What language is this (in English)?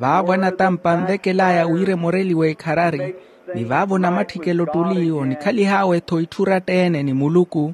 Makhuwa